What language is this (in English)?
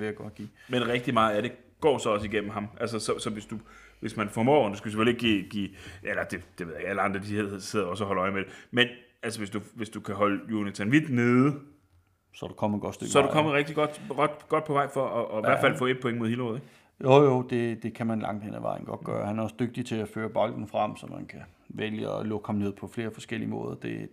Danish